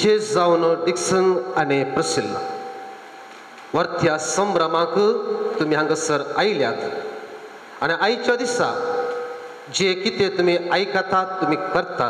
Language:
Konkani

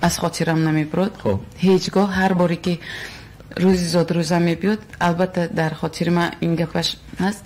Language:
Tajik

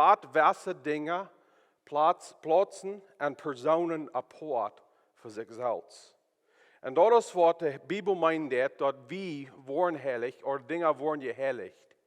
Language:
Plautdietsch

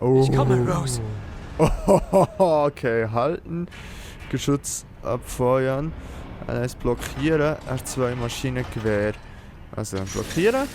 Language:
Swiss German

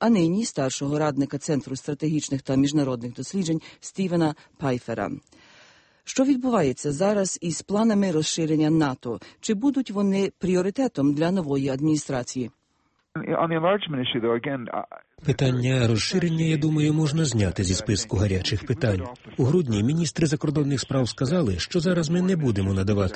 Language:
Ukrainian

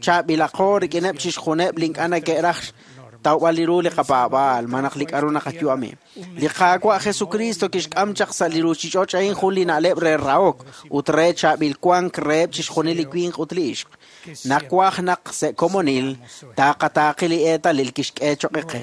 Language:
Kekchí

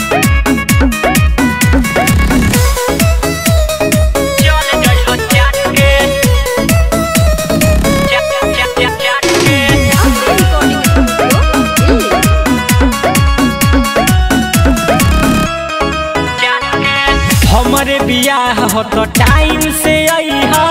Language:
Bhojpuri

